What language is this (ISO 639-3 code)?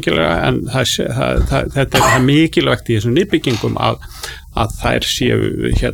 isl